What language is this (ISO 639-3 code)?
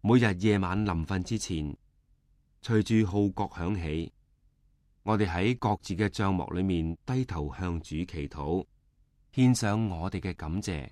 yue